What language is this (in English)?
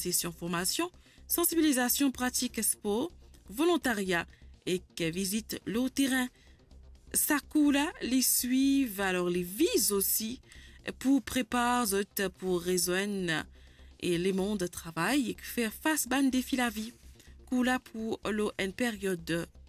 Morisyen